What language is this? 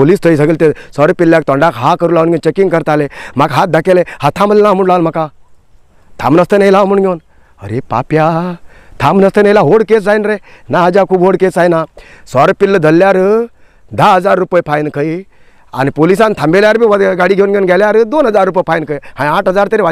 Konkani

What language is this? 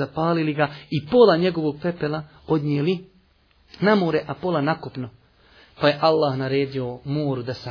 Bosnian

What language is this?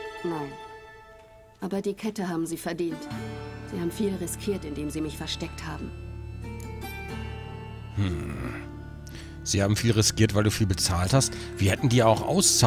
German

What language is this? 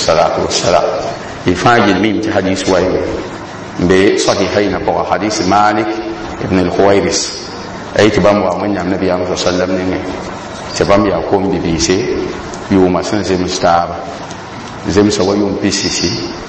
Mossi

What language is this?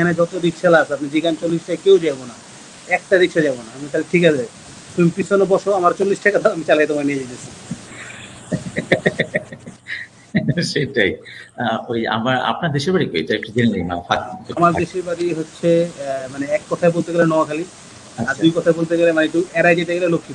Bangla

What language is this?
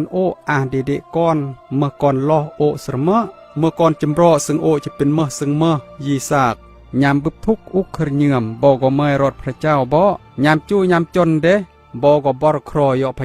Khmu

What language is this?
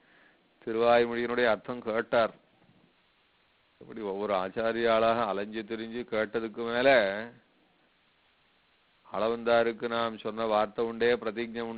Tamil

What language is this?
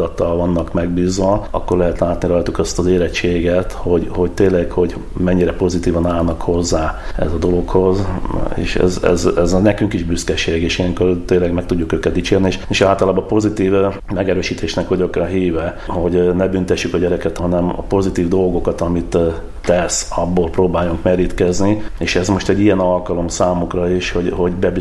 Hungarian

